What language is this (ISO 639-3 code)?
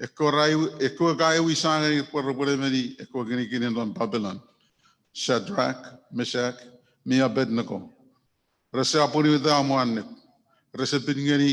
chk